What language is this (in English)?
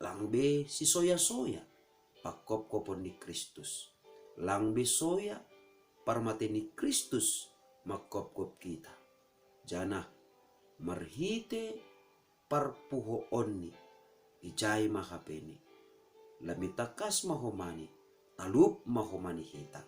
Batak Simalungun